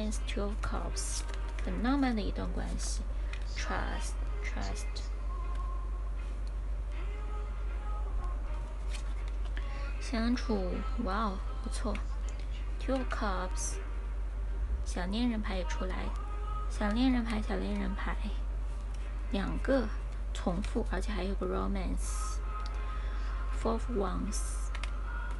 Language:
Chinese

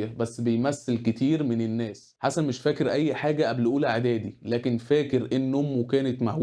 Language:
Egyptian Arabic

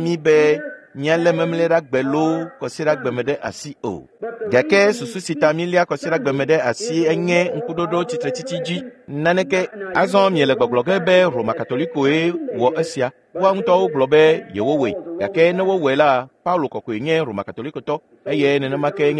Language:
Ewe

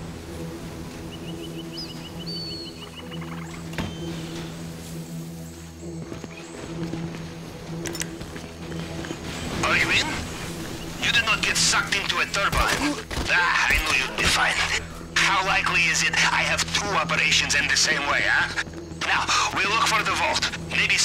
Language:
English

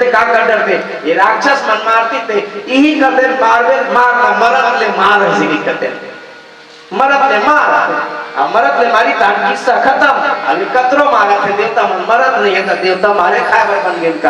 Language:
Chhattisgarhi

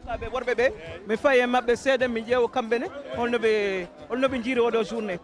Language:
Fula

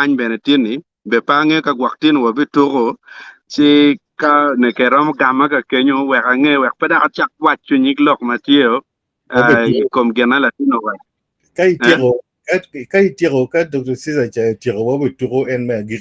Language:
Acoli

